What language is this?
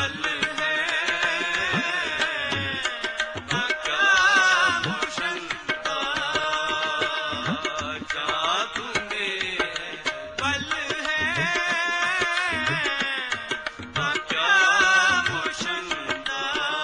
Punjabi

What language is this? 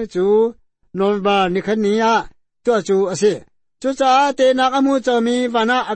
Hakha Chin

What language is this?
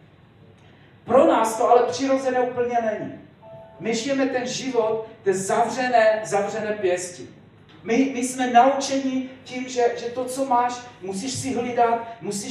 Czech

